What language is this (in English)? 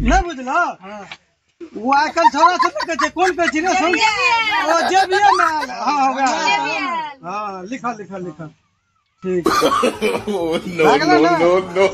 Maithili